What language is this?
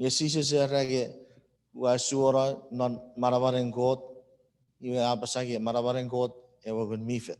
Chuukese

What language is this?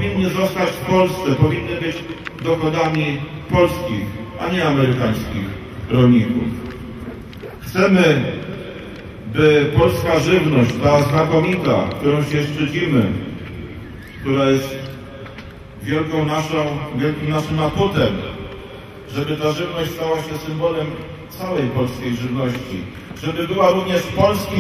Polish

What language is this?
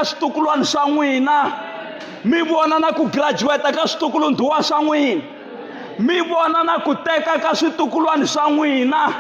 Tsonga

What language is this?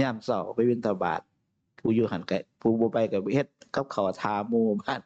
Northeastern Thai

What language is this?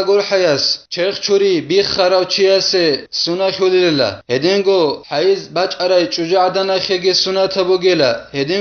Avaric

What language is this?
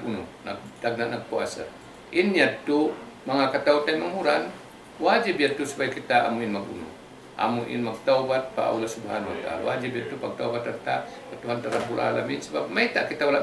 Tausug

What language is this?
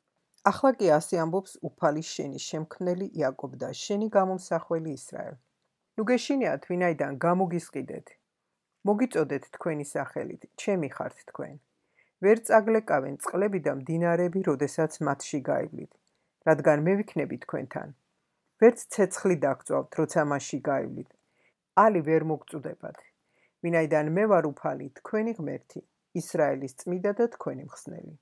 Georgian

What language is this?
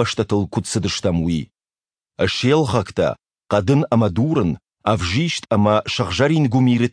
Ossetic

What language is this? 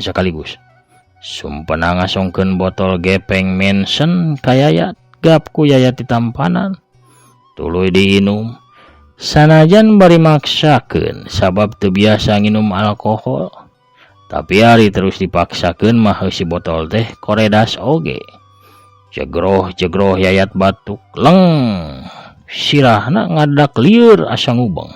Sundanese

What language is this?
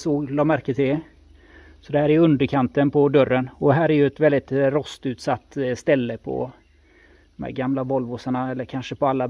Swedish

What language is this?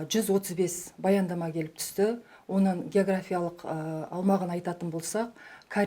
Kazakh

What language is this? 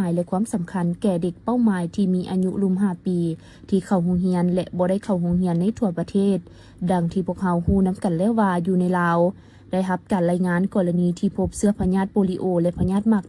Lao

